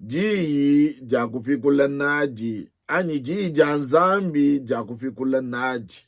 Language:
Luba-Lulua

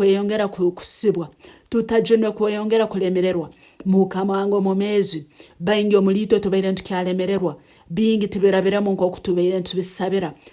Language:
Nyankole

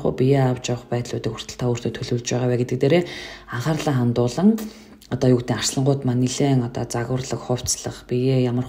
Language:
Mongolian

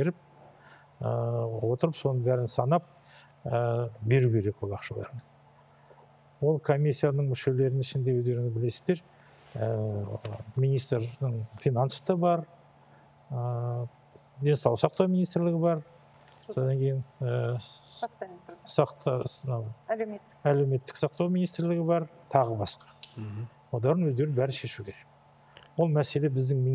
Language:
Kazakh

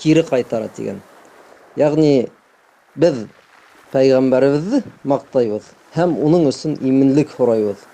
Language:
Bashkir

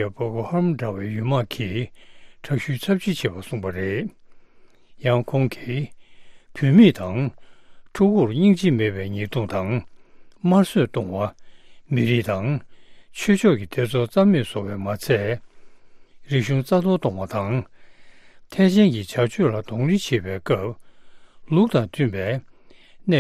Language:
Tibetan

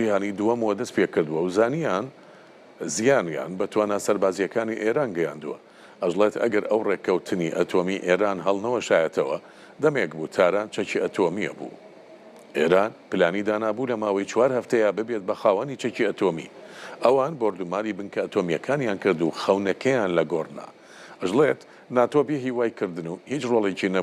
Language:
Central Kurdish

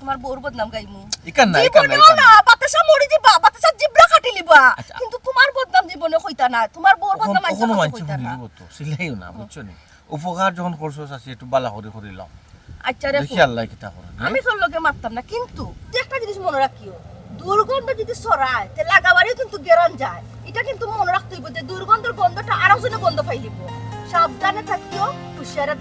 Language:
Sylheti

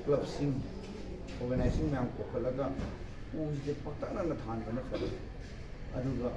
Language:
Manipuri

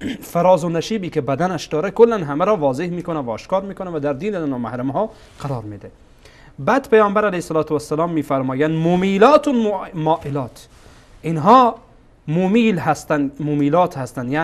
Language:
Persian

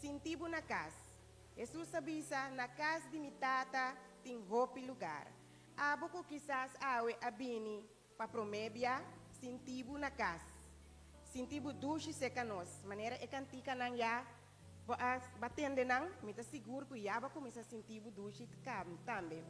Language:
Papiamento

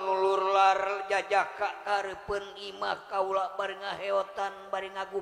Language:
Sundanese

